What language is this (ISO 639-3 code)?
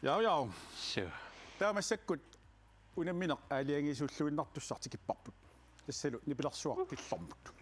kal